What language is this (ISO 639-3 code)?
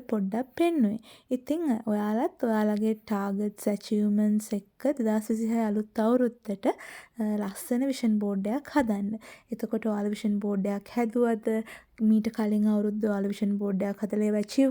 sin